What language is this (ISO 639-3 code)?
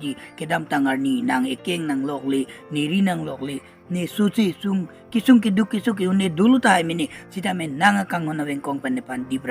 mjw